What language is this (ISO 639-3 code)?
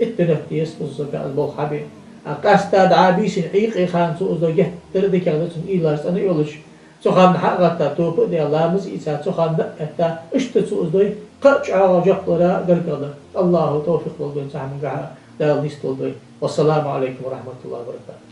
inh